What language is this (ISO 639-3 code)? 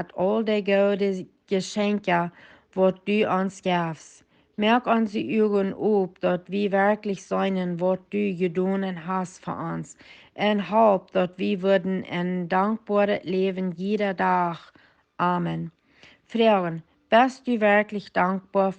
pdt